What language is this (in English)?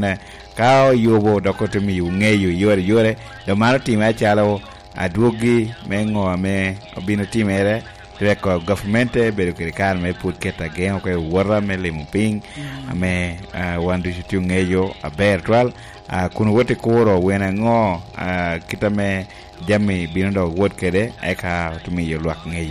Lango (Uganda)